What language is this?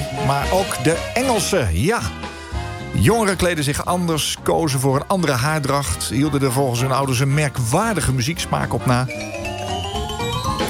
Dutch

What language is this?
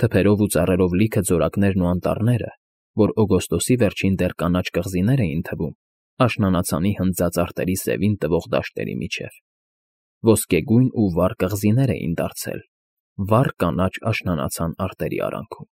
Armenian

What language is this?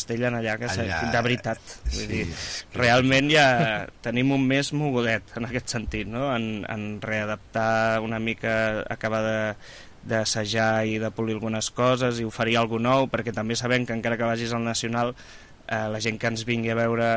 Catalan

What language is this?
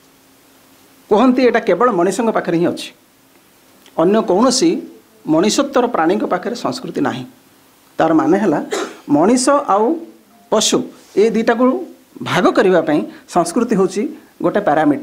Odia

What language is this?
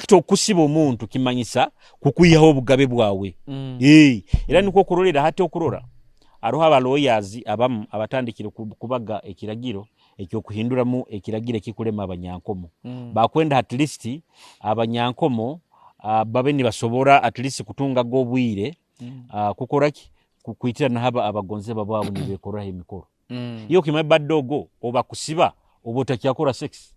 Nyoro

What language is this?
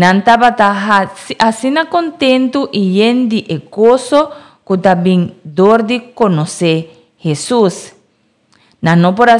Papiamento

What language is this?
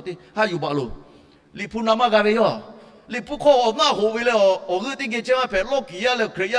Lahu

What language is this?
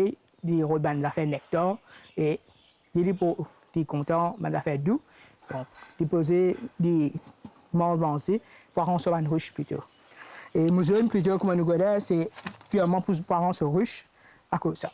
Morisyen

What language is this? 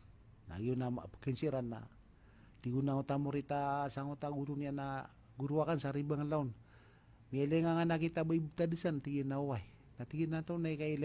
Maranao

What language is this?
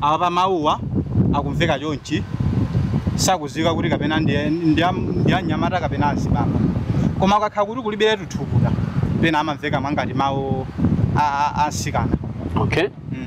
Nyanja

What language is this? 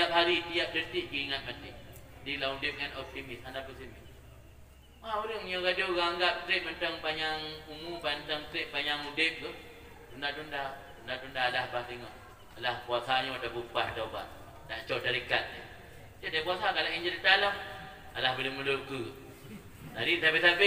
Achinese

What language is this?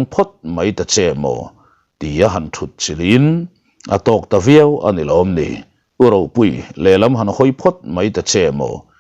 Mizo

